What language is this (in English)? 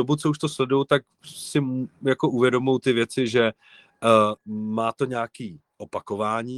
Czech